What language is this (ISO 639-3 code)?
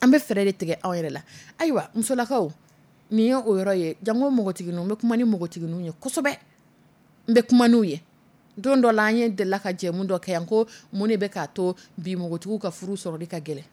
dyu